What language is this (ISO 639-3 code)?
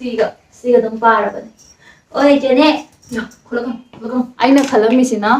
mni